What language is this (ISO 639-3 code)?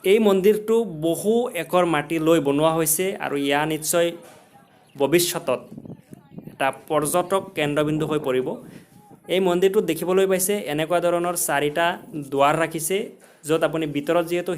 asm